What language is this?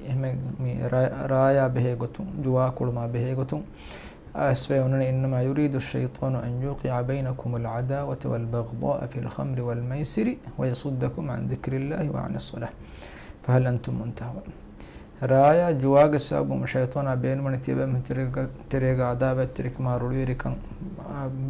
Divehi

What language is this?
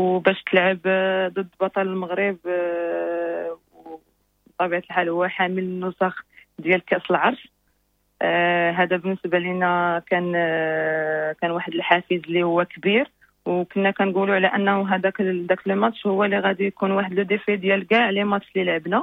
Moroccan Arabic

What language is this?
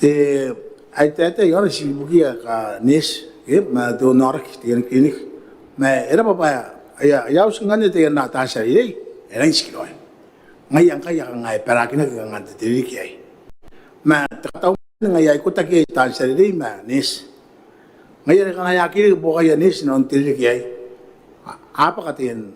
Gilbertese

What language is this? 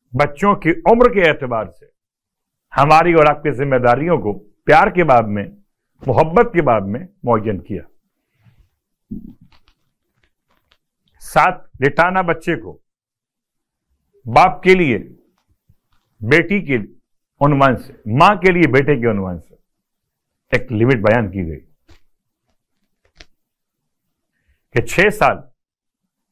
Urdu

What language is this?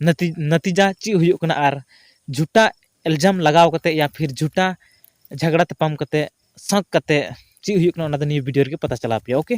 Santali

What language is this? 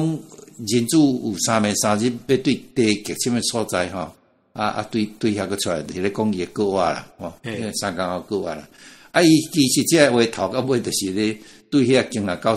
Min Nan Chinese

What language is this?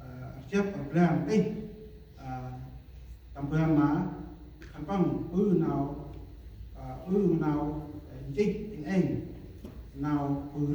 Central Mnong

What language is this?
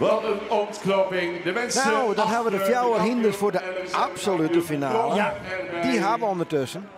Western Frisian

